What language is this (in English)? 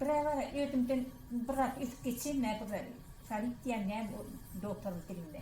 Turkmen